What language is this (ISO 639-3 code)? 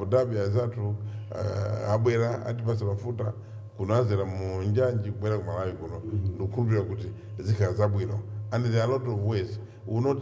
nya